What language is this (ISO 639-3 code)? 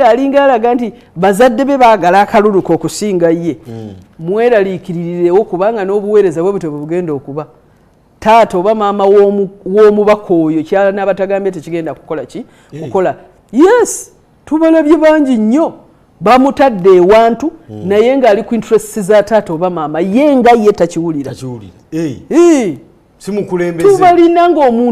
lug